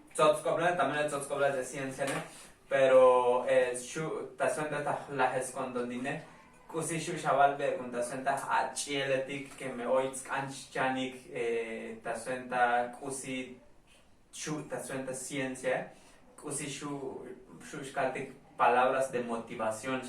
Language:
Tzotzil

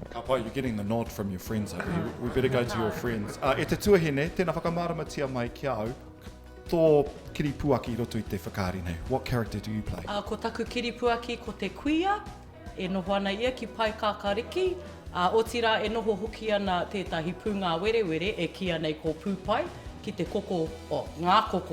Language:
Māori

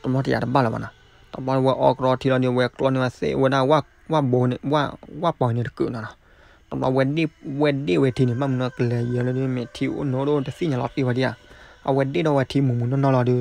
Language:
S'gaw Karen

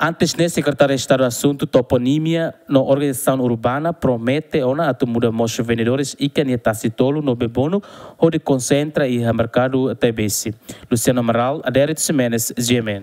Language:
Tetum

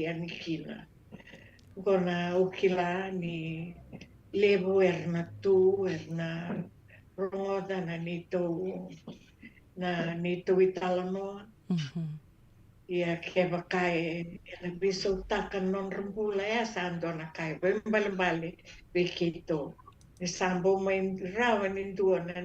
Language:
Fijian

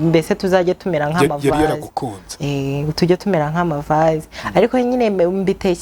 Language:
Kinyarwanda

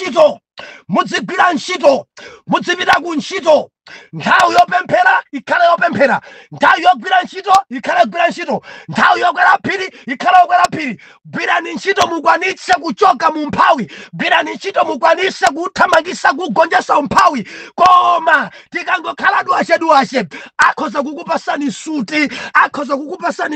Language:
Nyanja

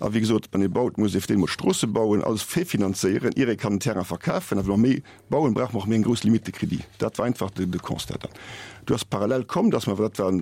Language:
Luxembourgish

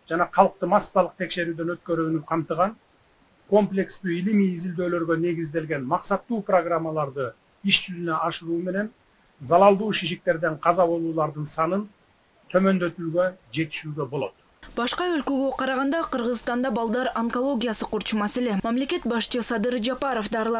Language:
Kyrgyz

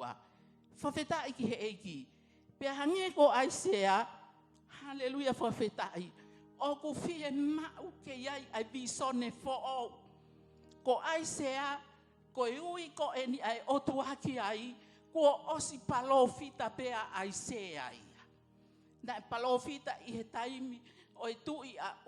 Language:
Tongan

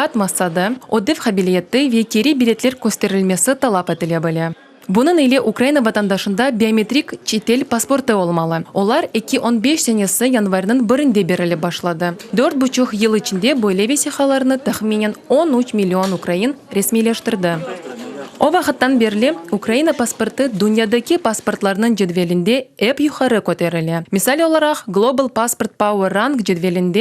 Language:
Crimean Tatar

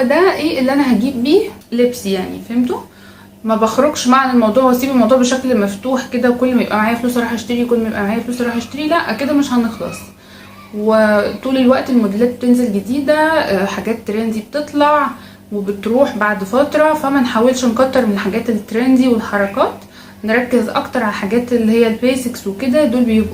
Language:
Egyptian Arabic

